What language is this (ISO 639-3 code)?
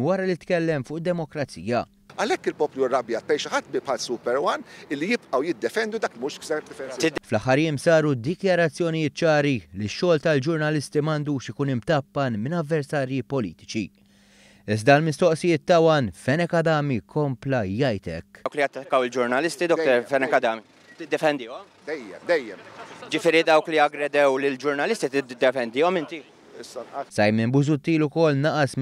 mlt